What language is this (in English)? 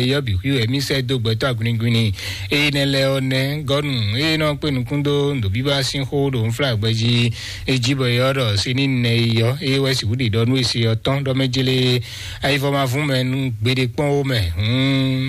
Fon